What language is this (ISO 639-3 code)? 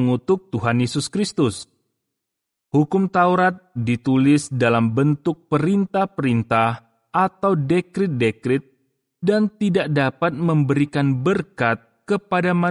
ind